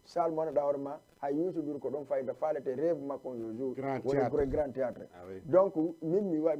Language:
Fula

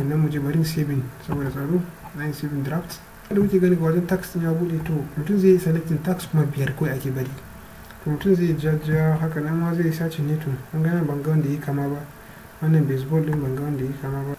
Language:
Hausa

